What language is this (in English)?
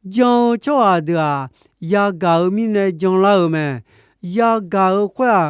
Akha